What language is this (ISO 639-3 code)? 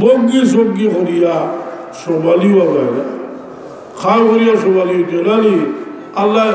syl